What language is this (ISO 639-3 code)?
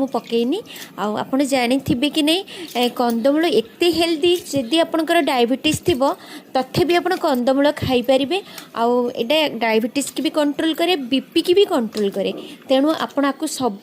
ori